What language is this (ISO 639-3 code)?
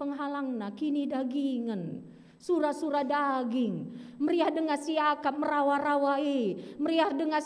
btx